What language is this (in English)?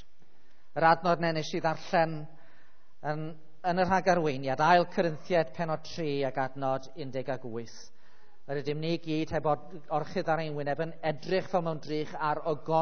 Welsh